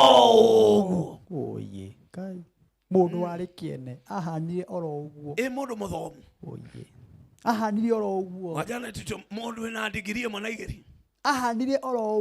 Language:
Kikuyu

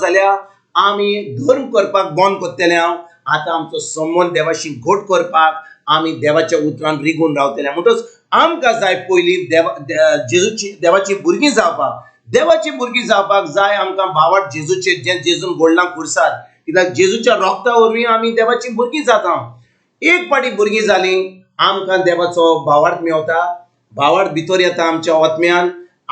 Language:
Konkani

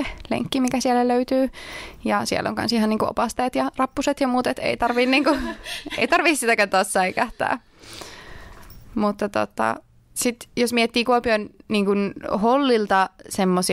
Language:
Finnish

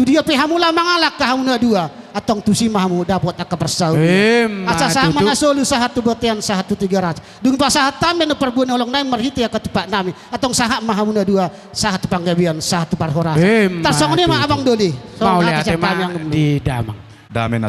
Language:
Batak Toba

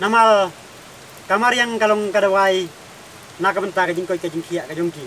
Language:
Khasi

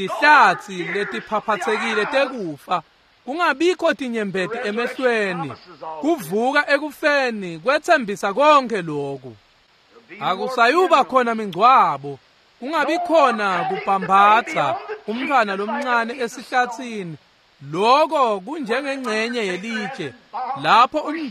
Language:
Swati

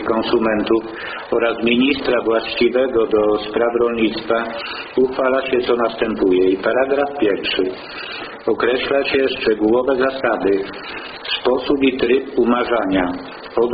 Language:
Polish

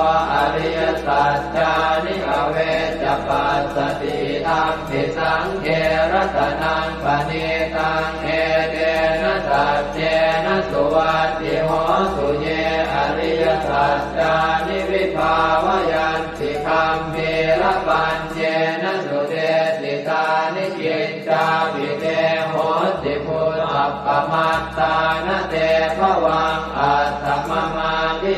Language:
Pali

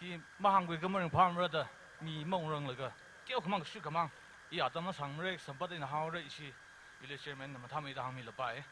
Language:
Tangkhul Naga (India)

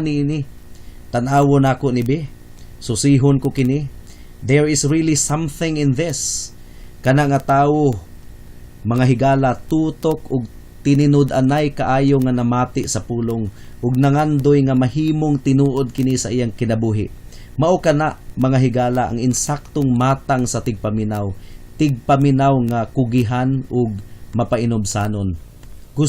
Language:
Cebuano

